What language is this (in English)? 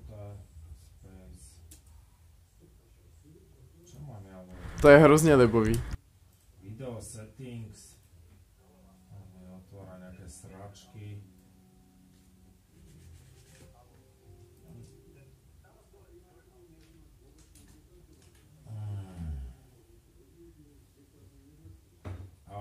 Slovak